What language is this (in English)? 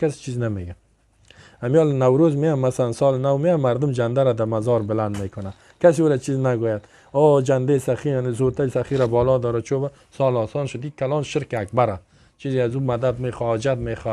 Persian